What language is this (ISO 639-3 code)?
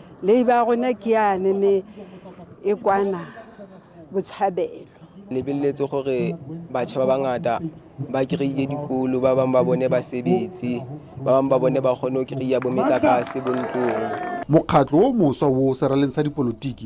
tsn